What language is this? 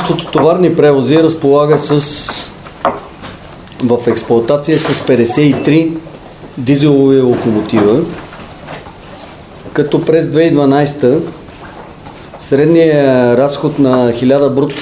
Bulgarian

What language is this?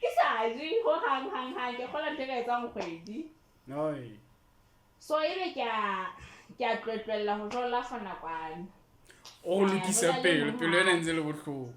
Southern Sotho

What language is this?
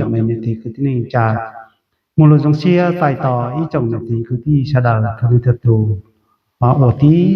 Hmong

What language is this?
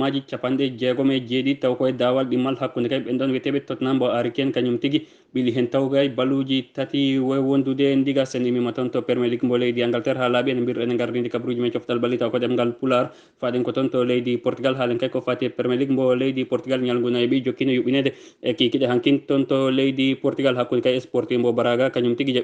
Fula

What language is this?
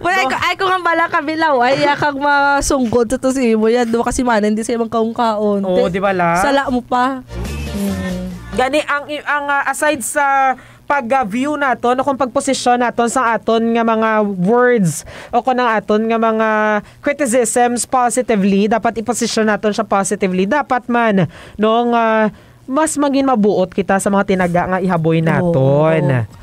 Hiligaynon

